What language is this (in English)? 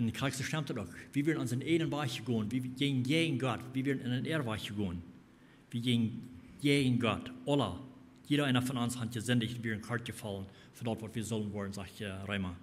Plautdietsch